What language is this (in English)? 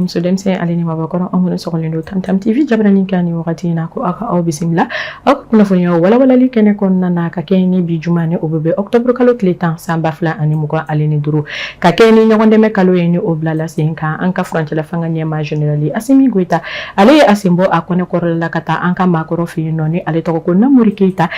Bambara